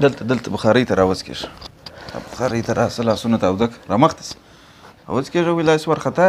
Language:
Pashto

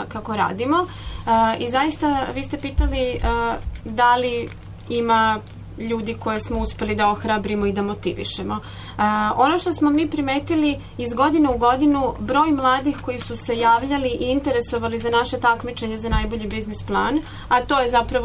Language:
Serbian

